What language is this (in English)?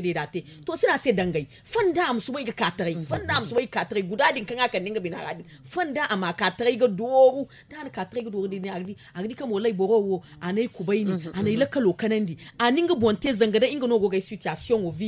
Zarma